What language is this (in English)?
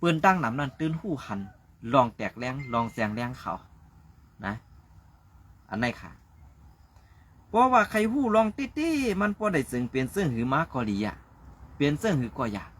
Shan